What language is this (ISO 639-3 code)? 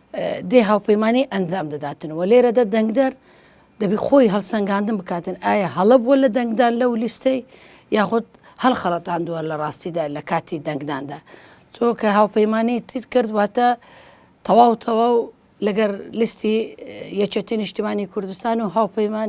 ckb